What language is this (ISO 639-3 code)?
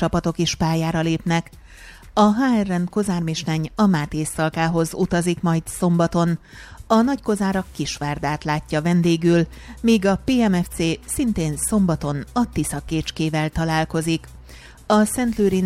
hun